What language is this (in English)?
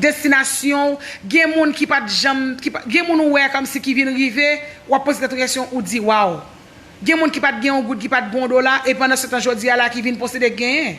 Haitian Creole